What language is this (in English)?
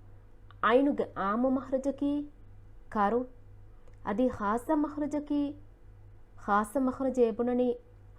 Divehi